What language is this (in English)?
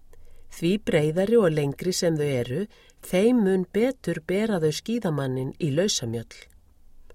Icelandic